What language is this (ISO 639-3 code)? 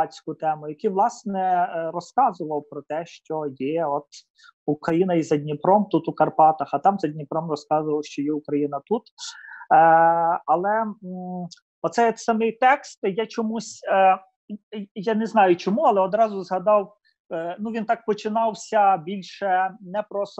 ukr